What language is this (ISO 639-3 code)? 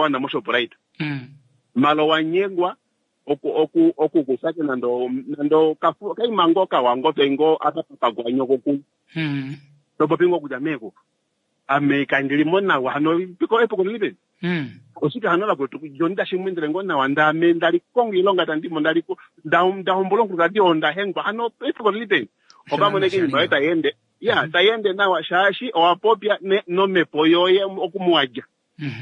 kua